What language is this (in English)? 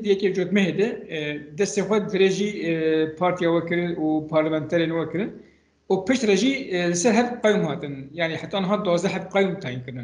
Kurdish